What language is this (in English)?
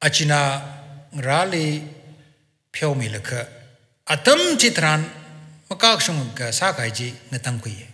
Tangkhul Naga (India)